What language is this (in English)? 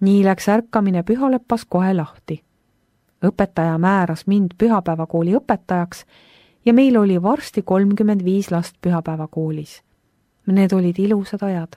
Estonian